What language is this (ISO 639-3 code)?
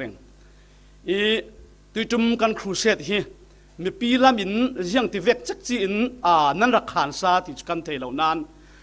cfm